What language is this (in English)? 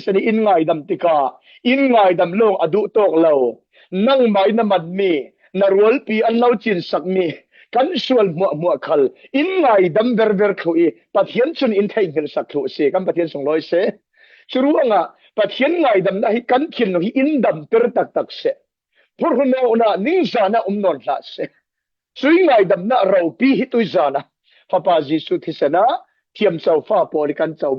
Falam Chin